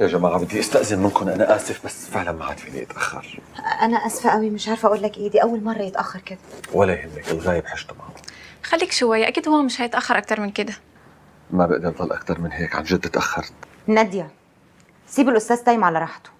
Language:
North Levantine Arabic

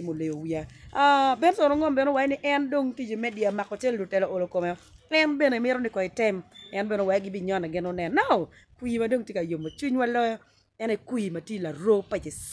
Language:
Acoli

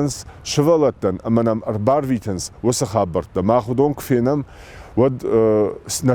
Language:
Ossetic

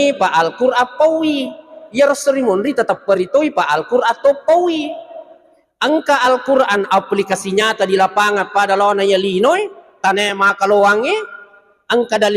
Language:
Buginese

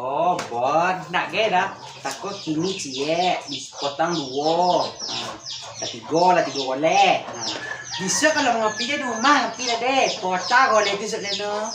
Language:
Minangkabau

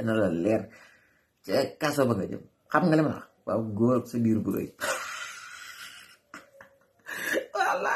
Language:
Wolof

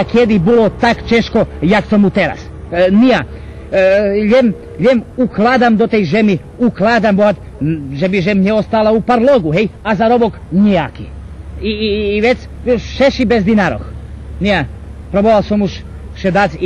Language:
Rusyn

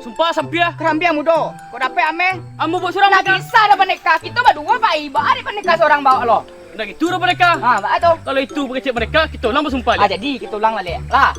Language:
Minangkabau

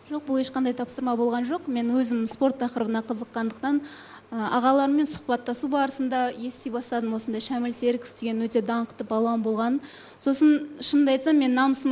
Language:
Kazakh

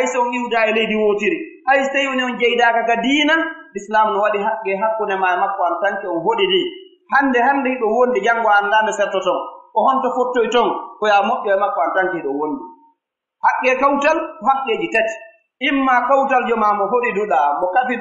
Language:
Pular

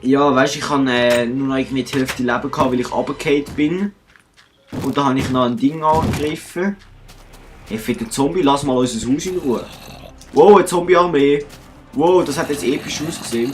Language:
Swiss German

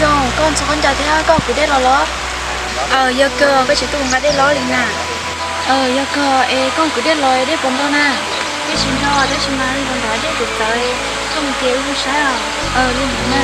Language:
Hmong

